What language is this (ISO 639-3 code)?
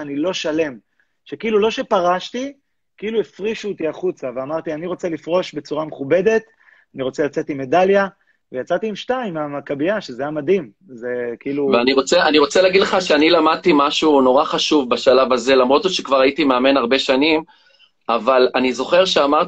heb